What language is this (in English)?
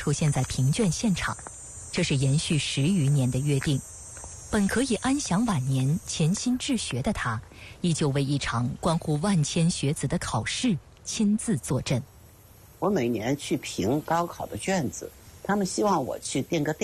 Chinese